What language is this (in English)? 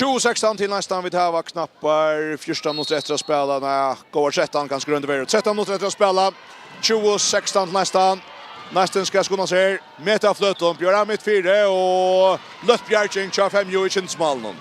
Faroese